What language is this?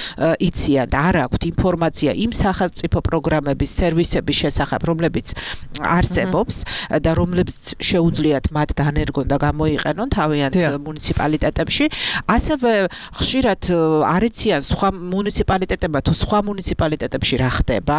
Georgian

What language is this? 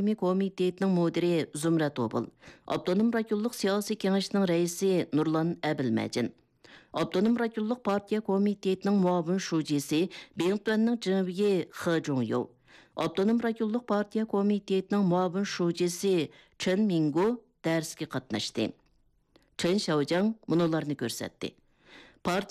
Uyghur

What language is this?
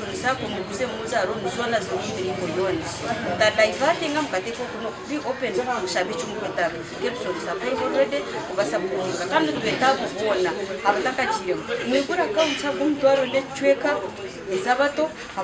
Nyankole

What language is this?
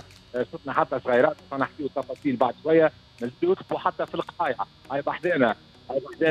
Tunisian Arabic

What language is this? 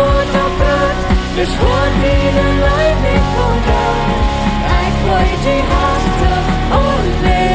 Plautdietsch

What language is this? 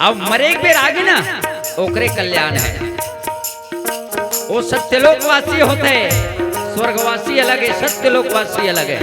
Chhattisgarhi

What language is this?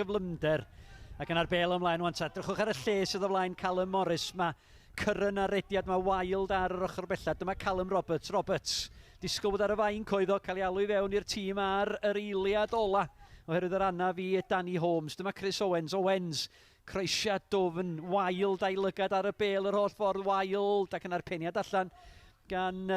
Welsh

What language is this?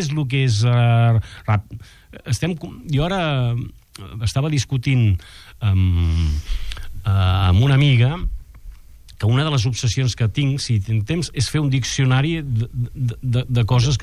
Catalan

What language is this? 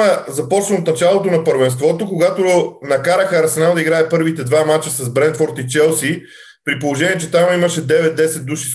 Bulgarian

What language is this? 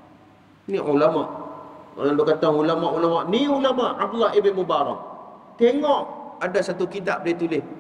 Malay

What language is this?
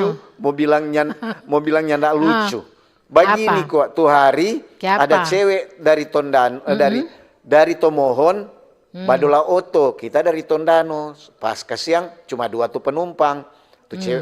Manado Malay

